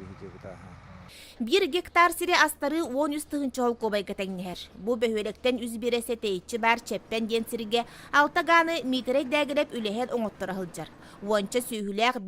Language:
Yakut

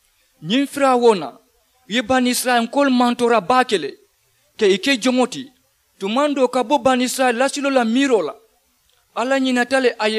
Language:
Mandingo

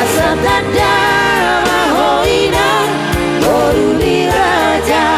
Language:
Batak Toba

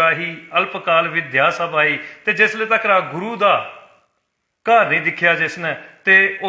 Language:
Dogri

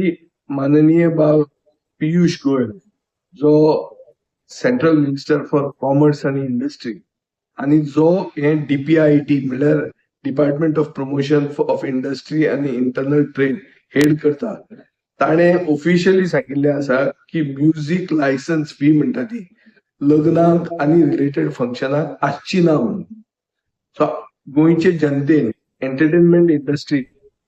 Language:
Konkani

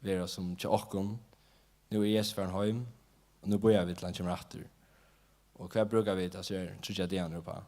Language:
Faroese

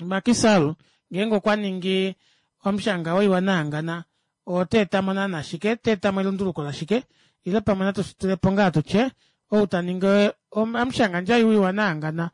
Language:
Kuanyama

